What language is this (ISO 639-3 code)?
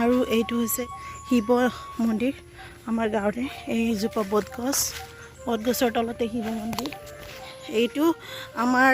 asm